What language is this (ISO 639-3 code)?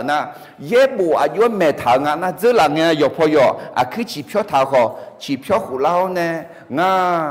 ahk